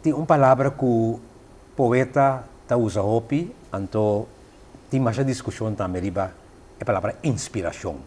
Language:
Papiamento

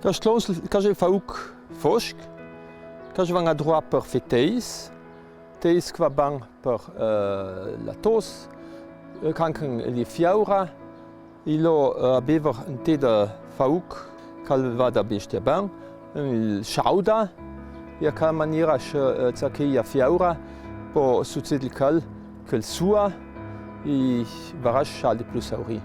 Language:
Ladin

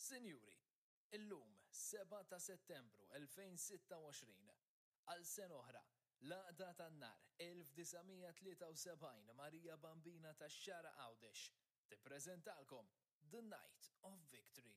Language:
Maltese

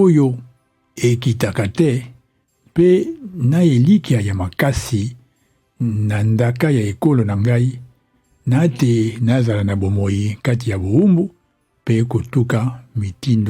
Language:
Lingala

